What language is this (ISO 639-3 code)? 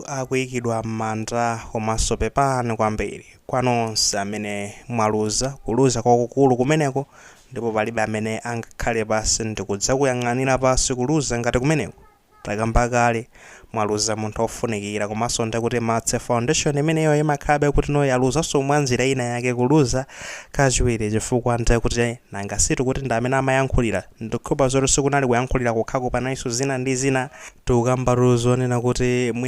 nya